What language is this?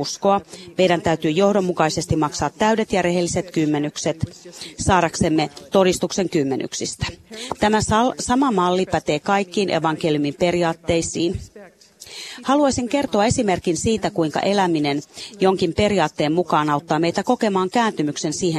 Finnish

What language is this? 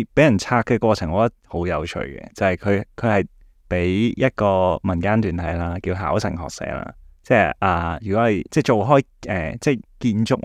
Cantonese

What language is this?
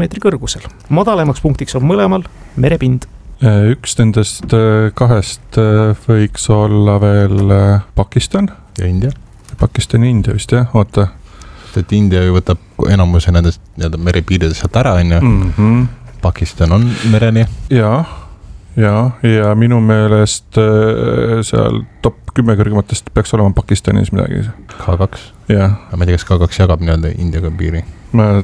Estonian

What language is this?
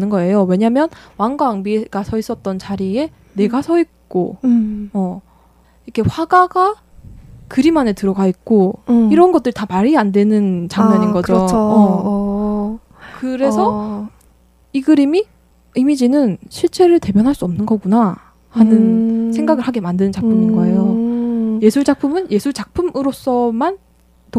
Korean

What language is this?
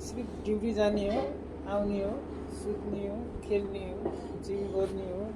Nepali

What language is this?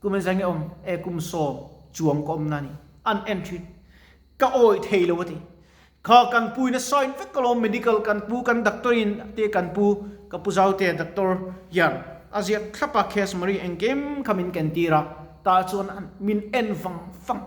Mizo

